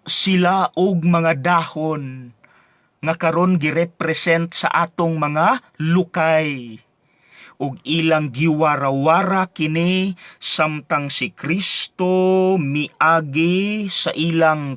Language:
Cebuano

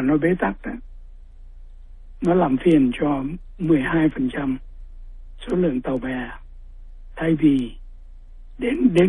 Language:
Vietnamese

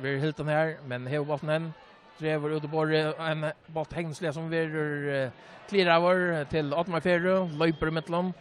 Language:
Faroese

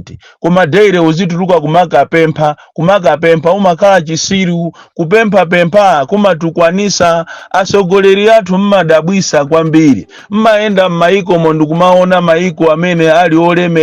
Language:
Nyanja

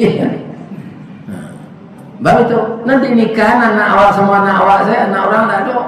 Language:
Minangkabau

